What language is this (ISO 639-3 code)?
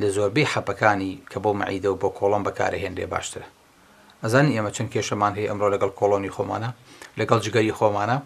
ckb